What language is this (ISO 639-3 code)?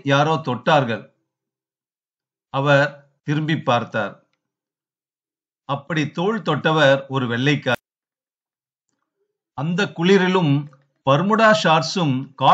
tam